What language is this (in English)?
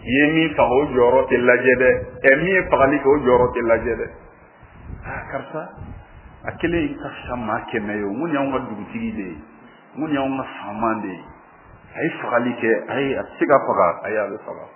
Bambara